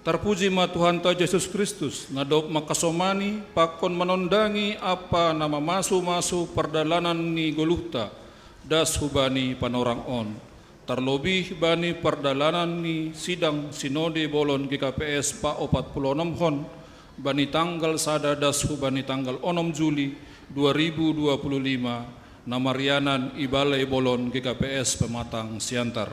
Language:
Batak Simalungun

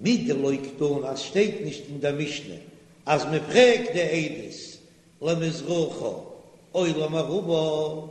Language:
Yiddish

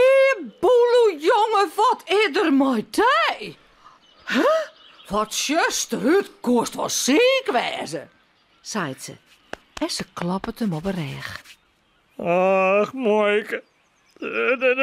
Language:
Western Frisian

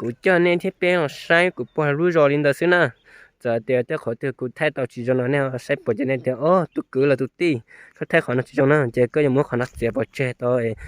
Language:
Hmong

